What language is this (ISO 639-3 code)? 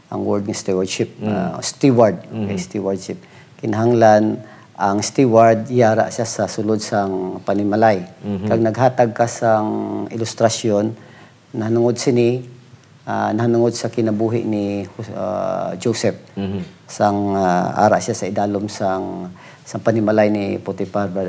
hil